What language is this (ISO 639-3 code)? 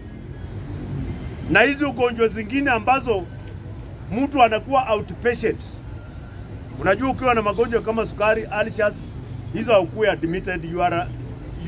swa